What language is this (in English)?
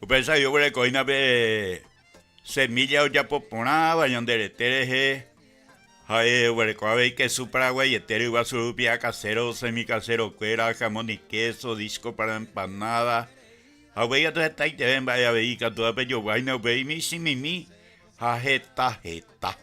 Guarani